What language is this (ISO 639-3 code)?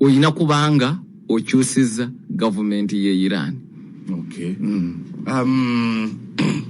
lug